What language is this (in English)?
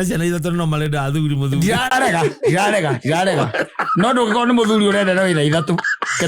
Kikuyu